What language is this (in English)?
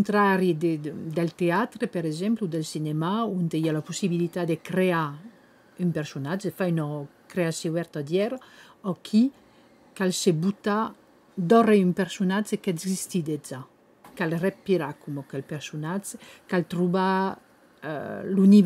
Occitan